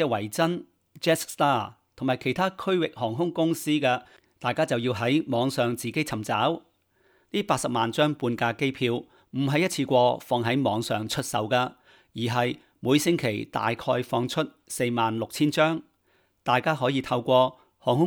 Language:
Cantonese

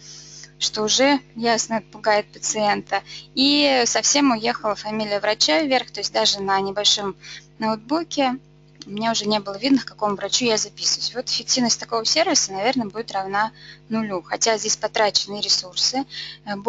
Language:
Russian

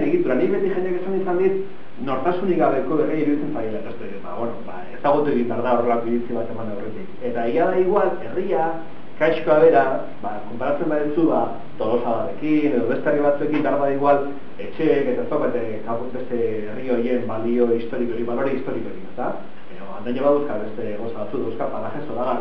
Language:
Basque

